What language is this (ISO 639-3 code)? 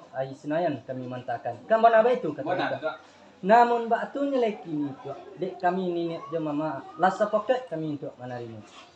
min